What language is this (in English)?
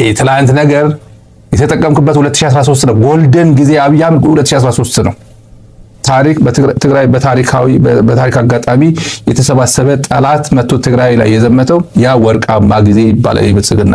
Amharic